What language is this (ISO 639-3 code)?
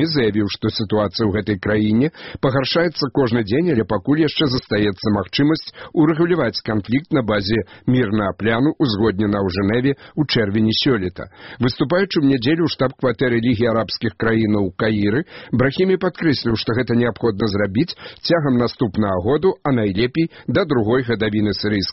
bel